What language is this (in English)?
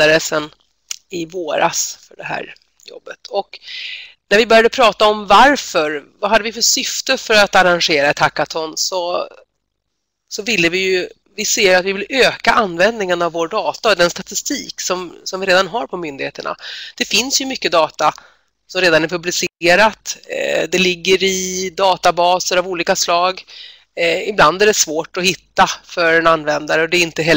Swedish